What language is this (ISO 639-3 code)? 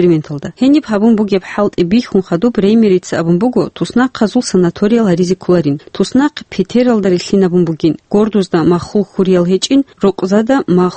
ava